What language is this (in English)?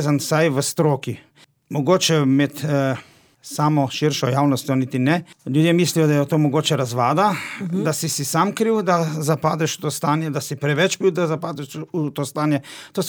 Slovenian